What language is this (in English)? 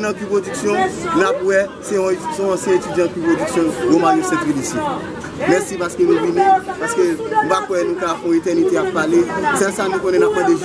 Haitian Creole